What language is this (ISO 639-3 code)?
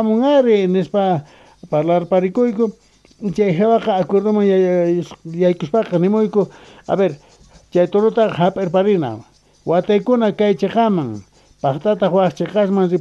quh